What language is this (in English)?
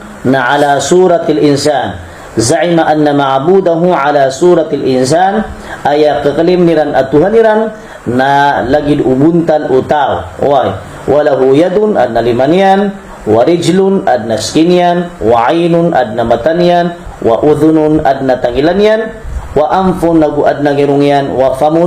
Maranao